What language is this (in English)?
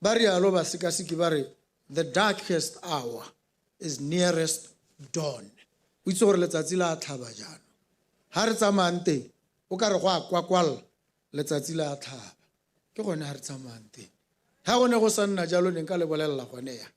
Tswana